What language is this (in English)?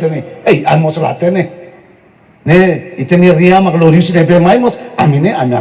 Tetum